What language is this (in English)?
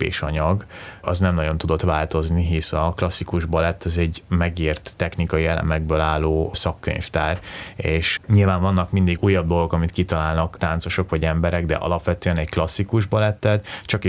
Hungarian